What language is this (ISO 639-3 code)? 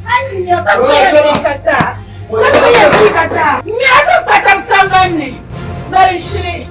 dag